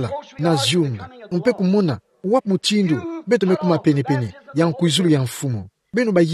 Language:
Kituba (Democratic Republic of Congo)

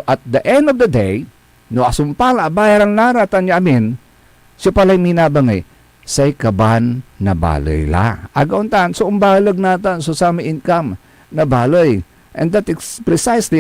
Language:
Pangasinan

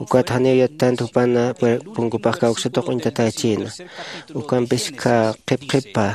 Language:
Aymara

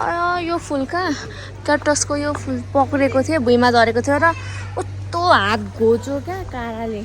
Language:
Nepali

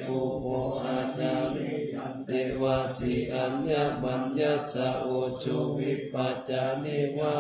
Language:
Pali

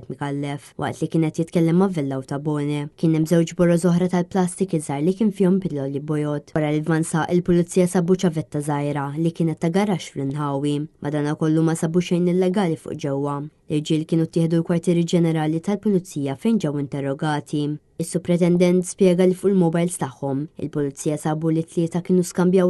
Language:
Maltese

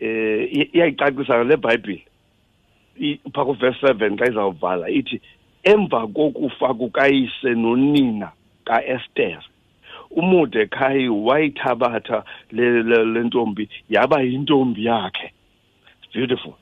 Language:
Xhosa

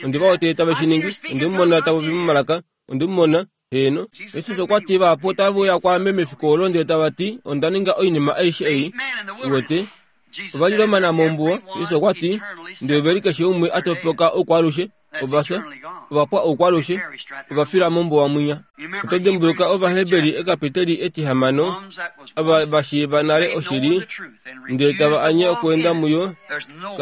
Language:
Kuanyama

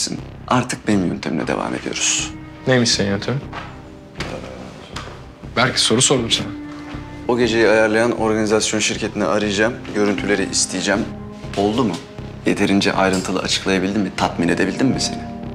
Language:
Turkish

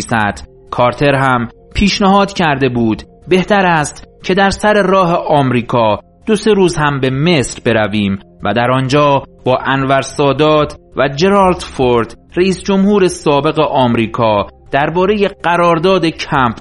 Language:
Persian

